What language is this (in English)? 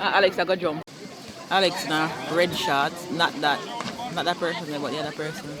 Jamaican Creole English